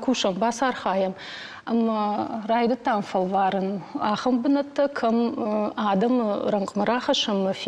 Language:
Ossetic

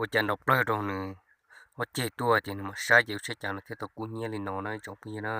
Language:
Hmong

